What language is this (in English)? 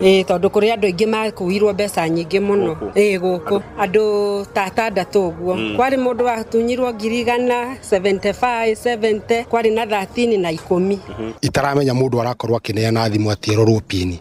Kikuyu